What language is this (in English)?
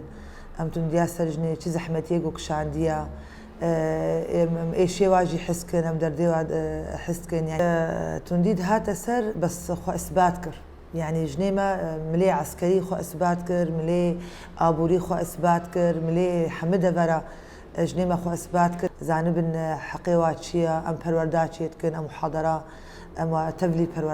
Kurdish